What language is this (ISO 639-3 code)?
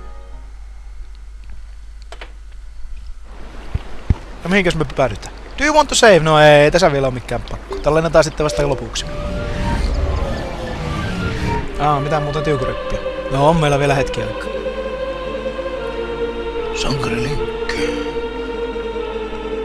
fin